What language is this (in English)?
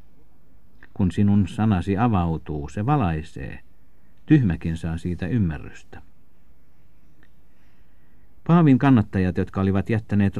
Finnish